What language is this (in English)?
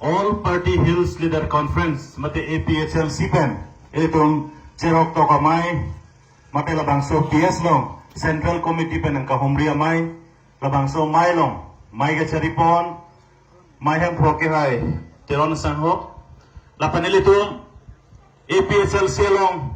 Karbi